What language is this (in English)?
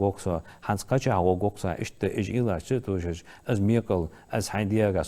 Ingush